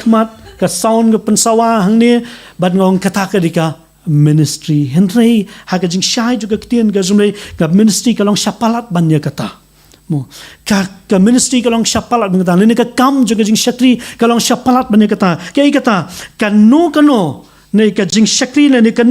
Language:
Khasi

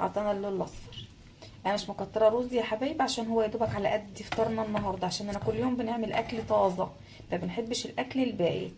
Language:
Egyptian Arabic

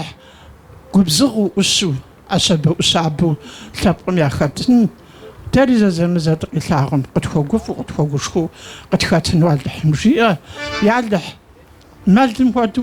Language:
Kabardian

